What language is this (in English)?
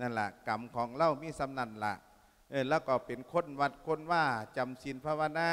Lao